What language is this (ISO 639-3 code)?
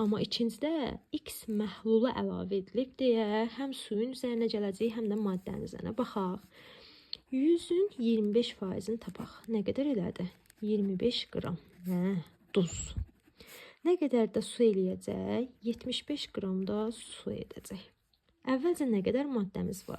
aze